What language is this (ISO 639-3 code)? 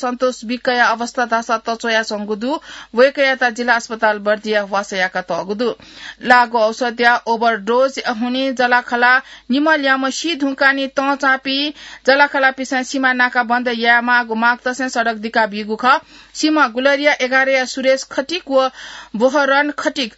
new